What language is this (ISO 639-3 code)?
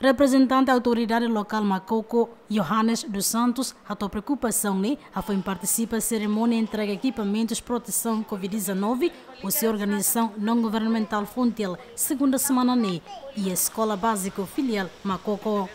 tet